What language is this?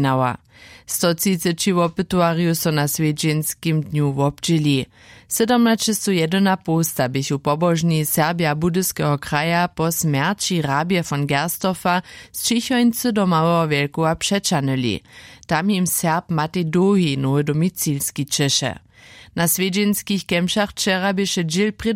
Upper Sorbian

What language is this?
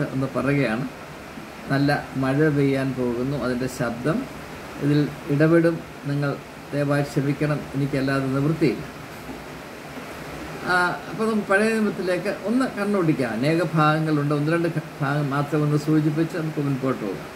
Malayalam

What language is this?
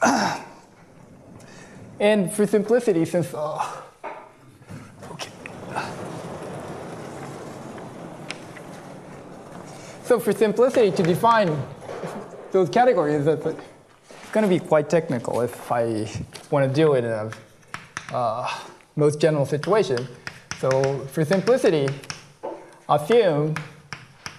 English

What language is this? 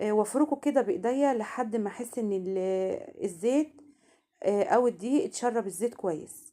Egyptian Arabic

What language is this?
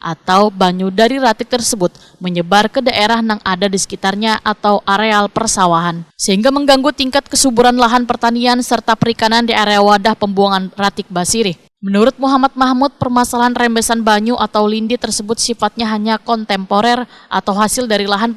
Banjar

